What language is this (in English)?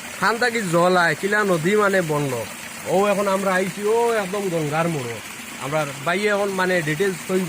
Sylheti